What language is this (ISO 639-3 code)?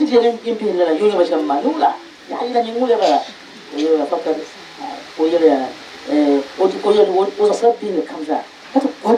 dag